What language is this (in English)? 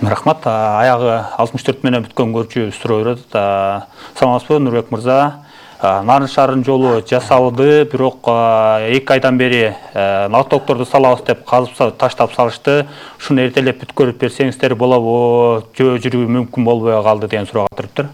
Kyrgyz